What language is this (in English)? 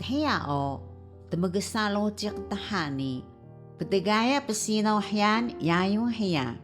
Taroko